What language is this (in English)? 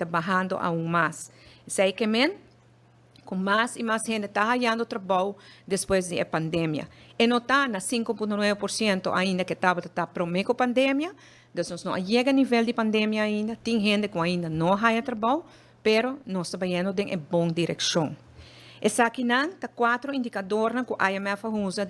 Papiamento